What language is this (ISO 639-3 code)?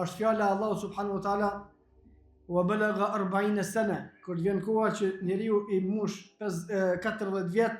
sqi